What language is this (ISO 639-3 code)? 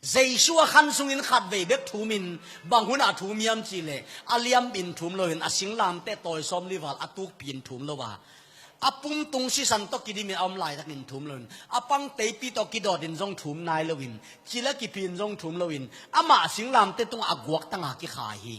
ctd